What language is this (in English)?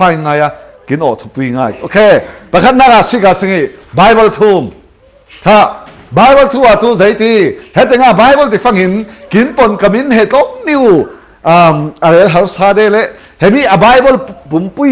Falam Chin